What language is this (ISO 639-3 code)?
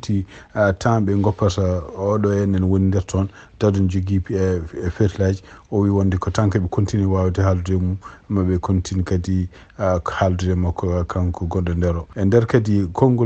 ful